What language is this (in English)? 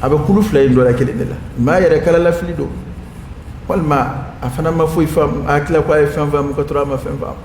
Dyula